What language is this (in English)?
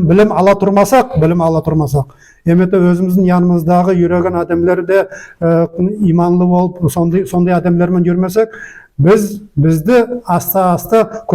Nogai